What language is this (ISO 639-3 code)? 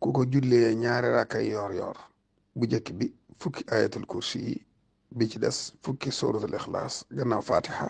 wol